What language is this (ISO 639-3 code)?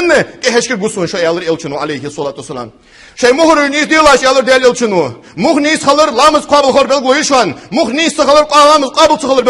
inh